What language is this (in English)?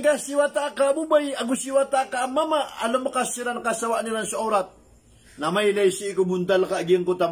Maranao